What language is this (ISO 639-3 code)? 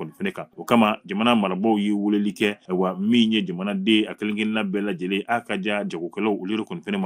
bam